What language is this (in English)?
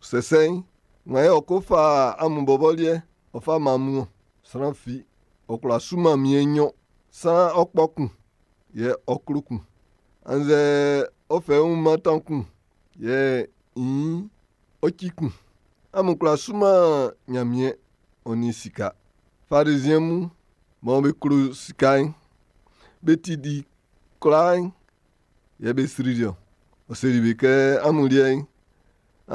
Baoulé